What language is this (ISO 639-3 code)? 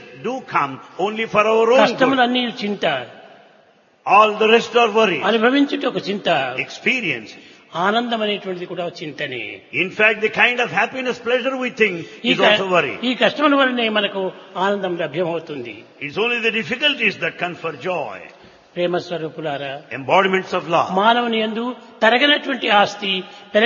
tel